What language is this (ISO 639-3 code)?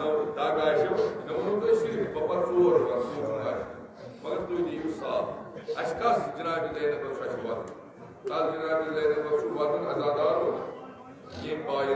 kas